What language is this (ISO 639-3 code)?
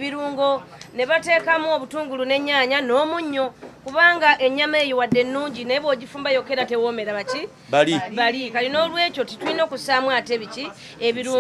lug